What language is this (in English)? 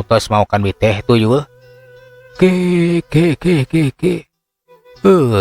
Sundanese